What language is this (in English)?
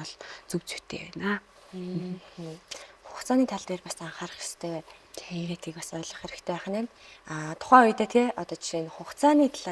Mongolian